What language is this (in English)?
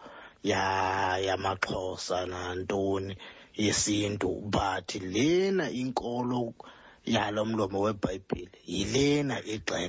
Xhosa